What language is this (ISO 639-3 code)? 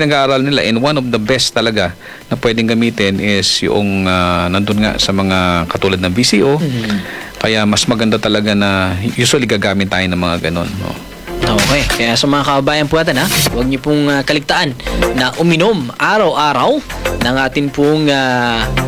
fil